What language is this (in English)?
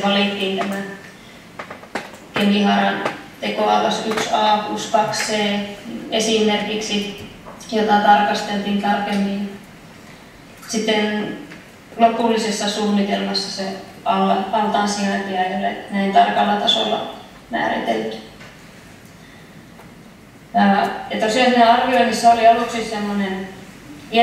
Finnish